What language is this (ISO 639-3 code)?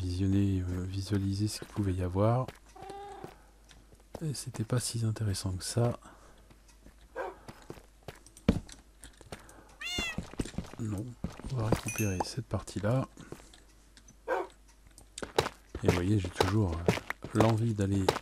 fra